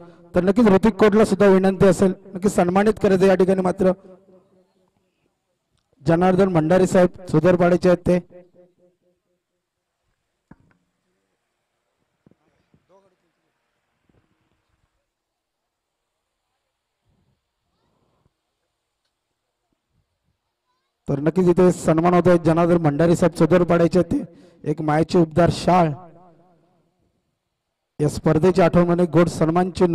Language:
Marathi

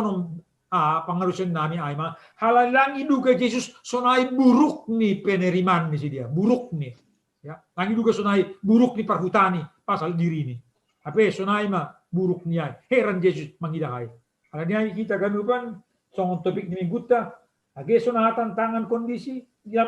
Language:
Batak Simalungun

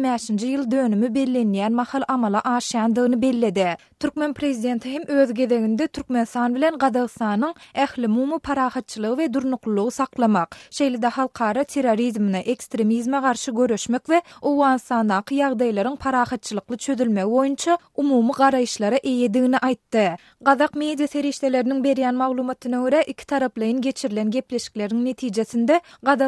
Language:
Turkmen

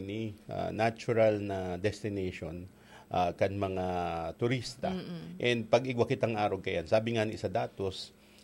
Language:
Bikol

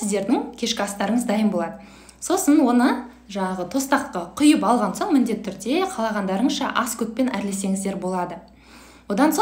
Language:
Kazakh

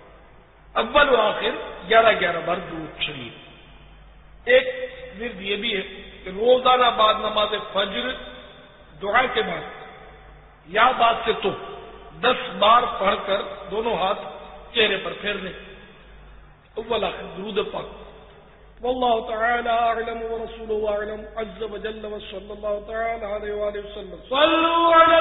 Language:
Urdu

